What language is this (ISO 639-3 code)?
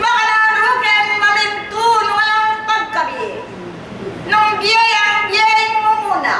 pam